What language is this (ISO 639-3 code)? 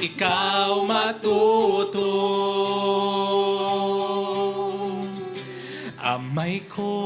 hil